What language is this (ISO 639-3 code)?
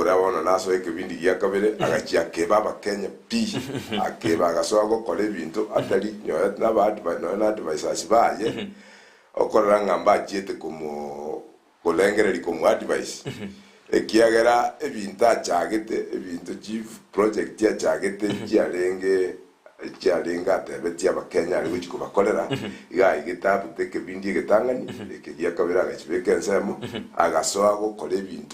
guz